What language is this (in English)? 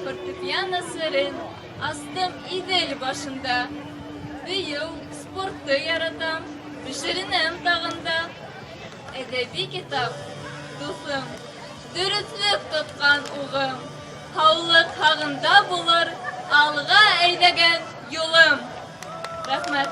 Bashkir